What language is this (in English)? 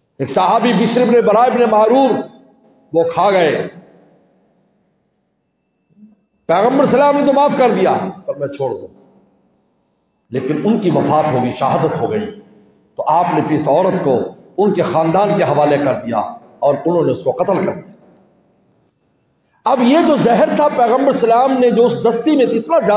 Urdu